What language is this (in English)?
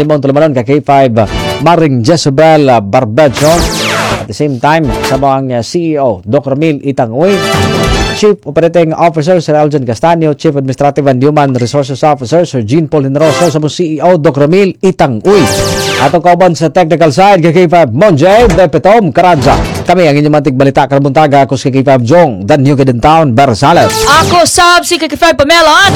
Cebuano